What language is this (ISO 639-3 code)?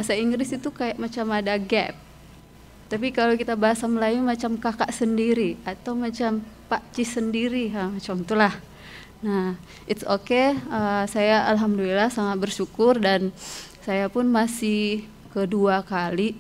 msa